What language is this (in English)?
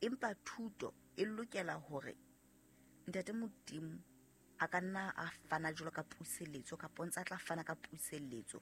Southern Sotho